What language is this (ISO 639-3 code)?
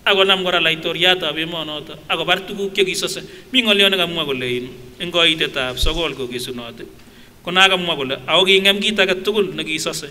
sgc